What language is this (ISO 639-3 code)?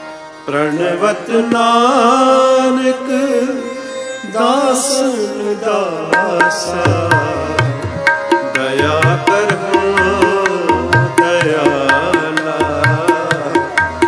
pan